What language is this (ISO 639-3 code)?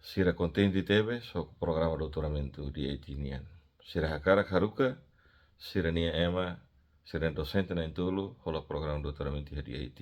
tet